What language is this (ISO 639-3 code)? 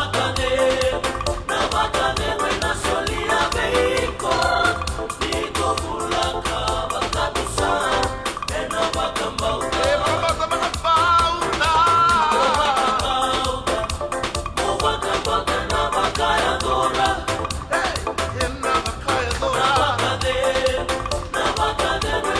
fij